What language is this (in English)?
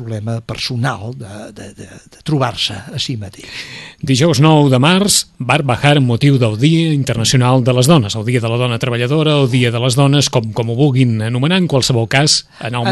Catalan